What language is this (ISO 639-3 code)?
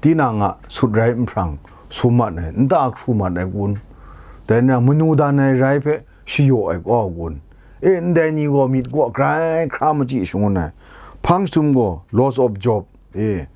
kac